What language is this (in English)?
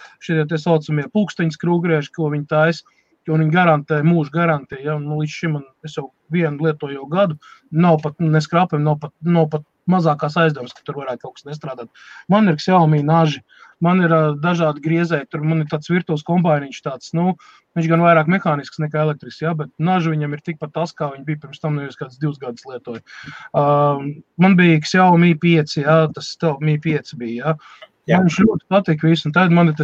Latvian